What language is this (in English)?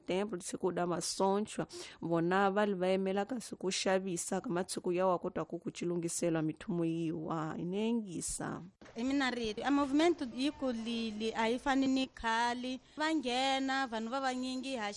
Tsonga